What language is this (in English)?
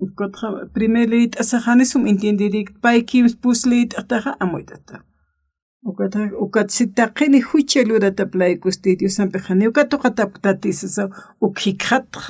Aymara